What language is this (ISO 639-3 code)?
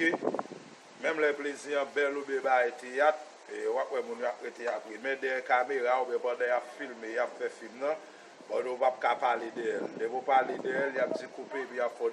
hat